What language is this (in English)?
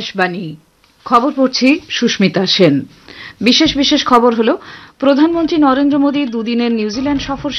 Bangla